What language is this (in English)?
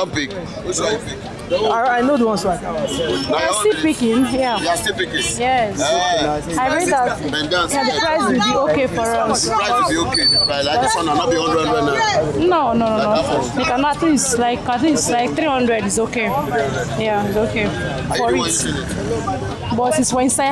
Nigerian Pidgin